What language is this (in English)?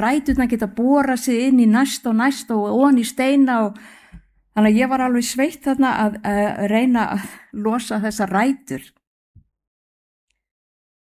Icelandic